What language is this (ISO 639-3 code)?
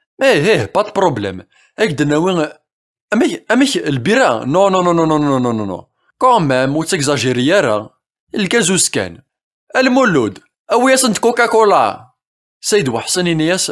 kab